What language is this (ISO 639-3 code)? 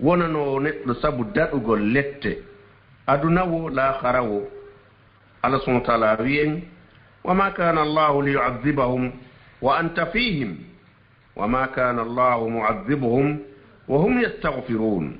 ful